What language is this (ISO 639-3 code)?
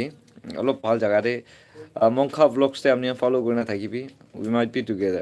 nag